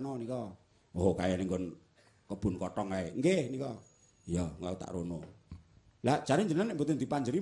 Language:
Javanese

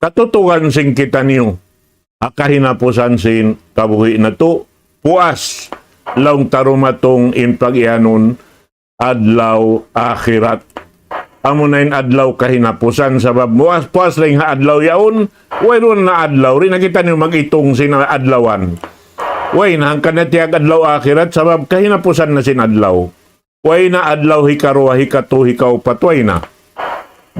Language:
Tausug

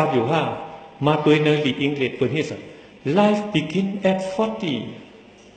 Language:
Shan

